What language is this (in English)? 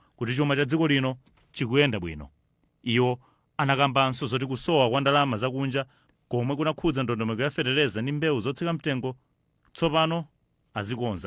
Nyanja